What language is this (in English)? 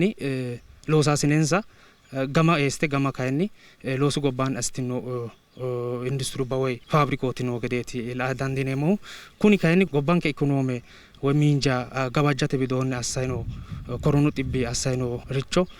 Sidamo